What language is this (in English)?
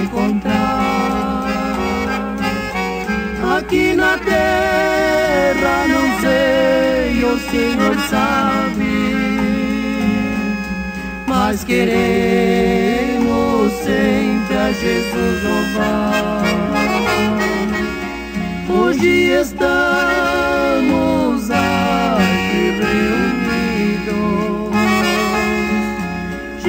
Portuguese